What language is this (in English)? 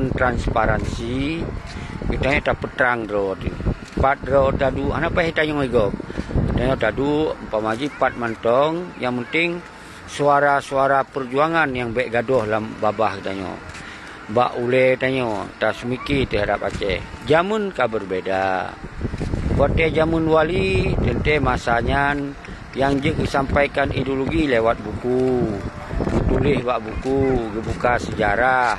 Achinese